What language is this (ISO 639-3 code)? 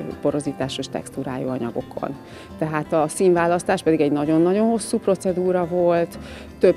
hun